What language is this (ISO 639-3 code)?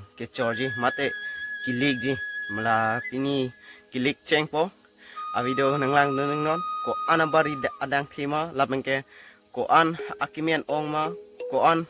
mjw